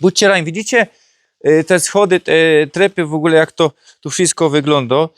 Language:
Silesian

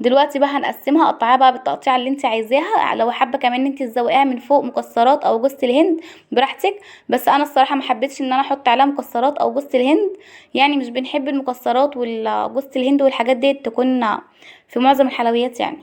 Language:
Egyptian Arabic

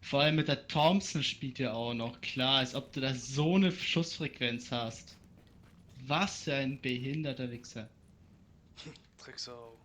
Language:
Swiss German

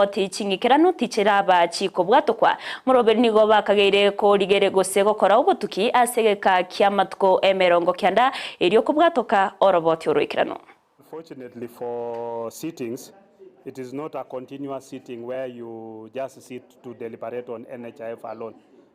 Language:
Gusii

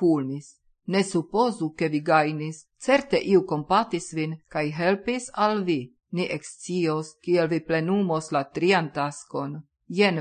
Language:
Esperanto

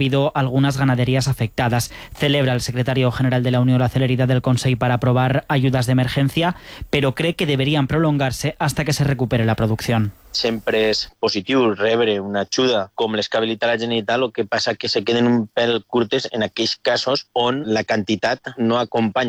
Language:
Catalan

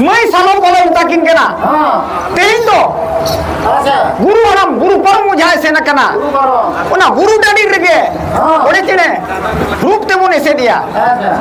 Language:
Santali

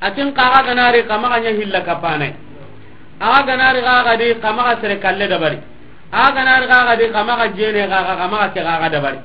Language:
Soninke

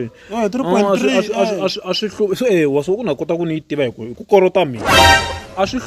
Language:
Tsonga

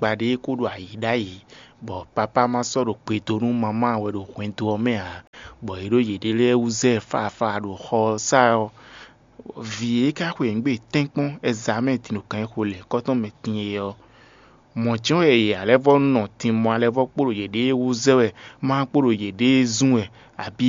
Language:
Fon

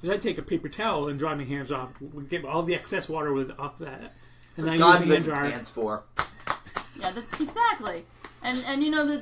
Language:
English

